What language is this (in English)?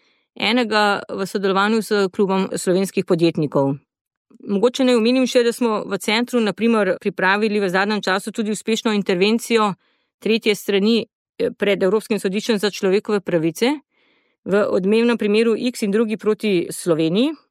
Slovenian